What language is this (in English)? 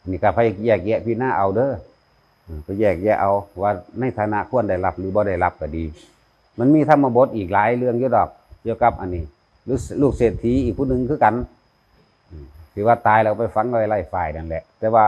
Northeastern Thai